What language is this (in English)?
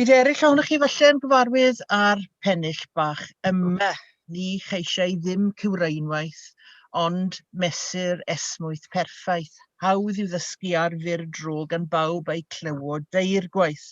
Welsh